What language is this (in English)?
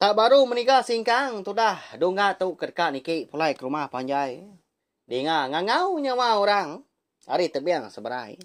Iban